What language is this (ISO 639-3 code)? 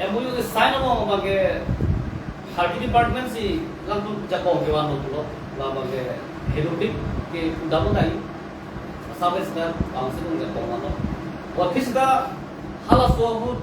mjw